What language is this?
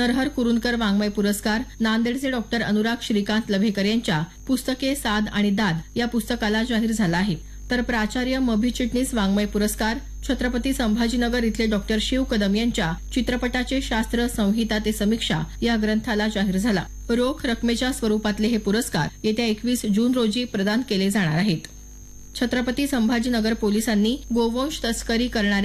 Marathi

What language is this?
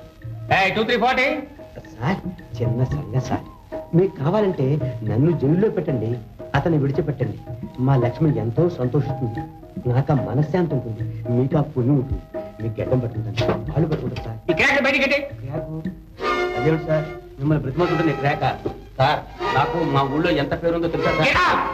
Telugu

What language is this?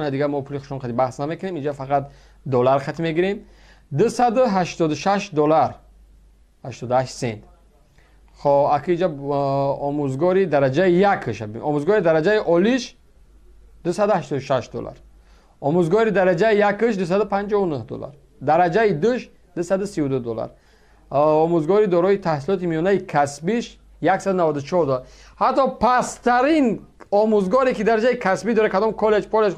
Tajik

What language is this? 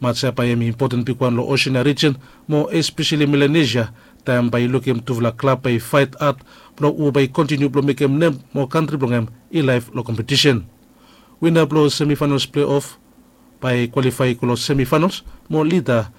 Bislama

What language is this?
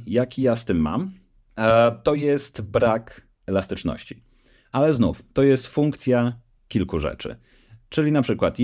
Polish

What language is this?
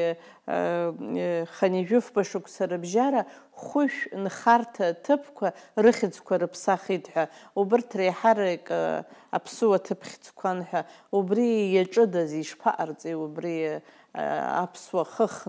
Abkhazian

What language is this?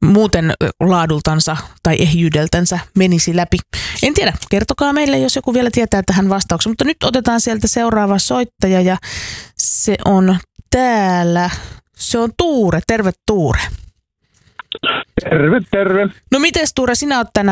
Finnish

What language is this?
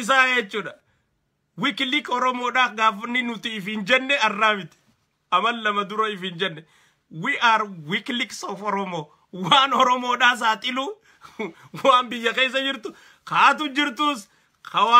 Oromo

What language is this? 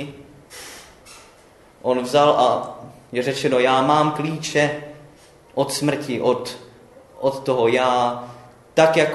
Czech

